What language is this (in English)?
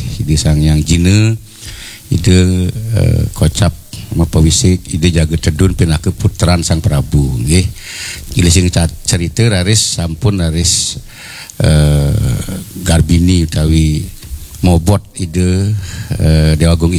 Balinese